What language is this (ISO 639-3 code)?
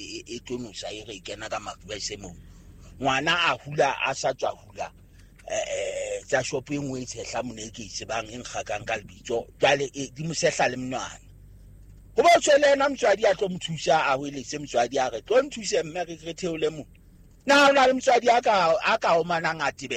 sot